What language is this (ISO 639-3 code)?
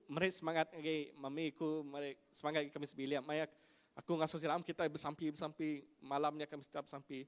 iba